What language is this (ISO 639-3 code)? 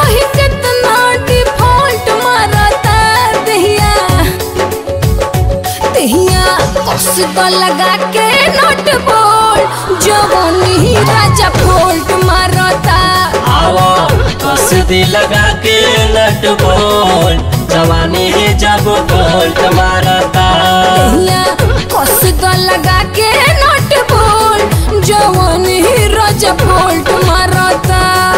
bho